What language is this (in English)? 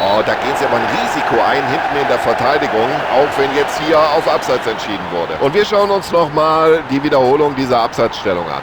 Bavarian